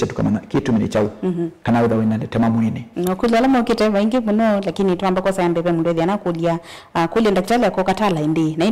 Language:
Kamba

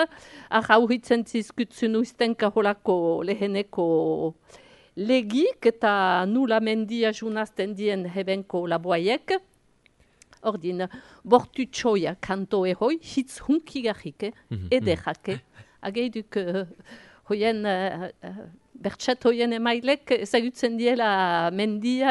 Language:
Basque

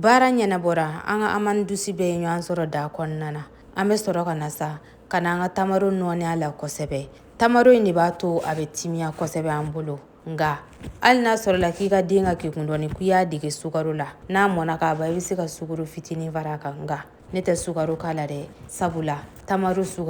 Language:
Bambara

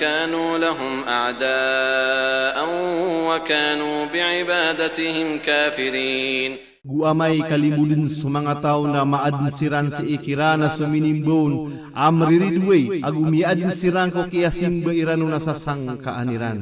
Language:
Maranao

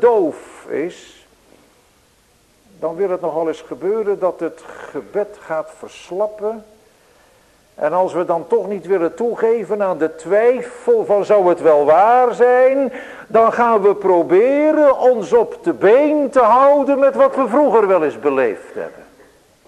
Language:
Dutch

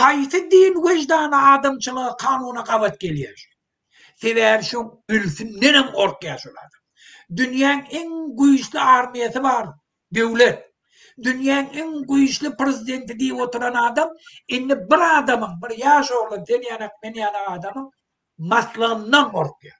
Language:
Turkmen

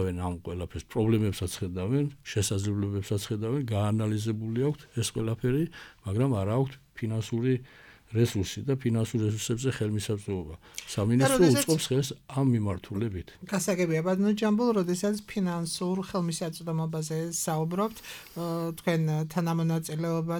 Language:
Georgian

